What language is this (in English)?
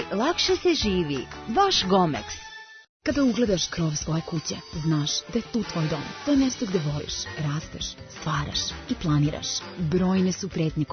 Serbian